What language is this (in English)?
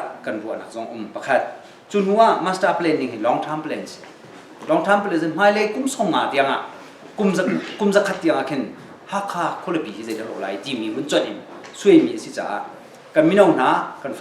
Hakha Chin